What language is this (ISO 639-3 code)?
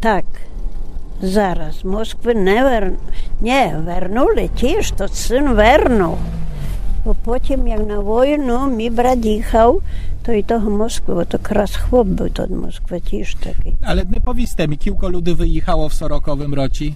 rue